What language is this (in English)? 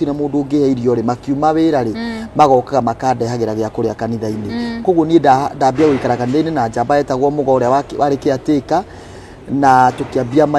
Kikuyu